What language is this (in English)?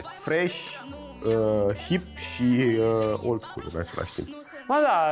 Romanian